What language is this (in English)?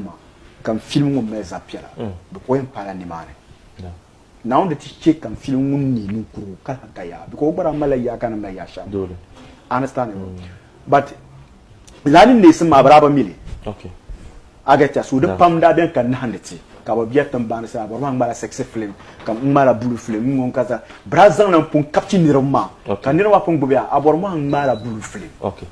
Dagbani